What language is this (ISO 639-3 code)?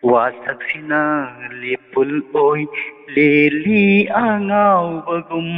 mni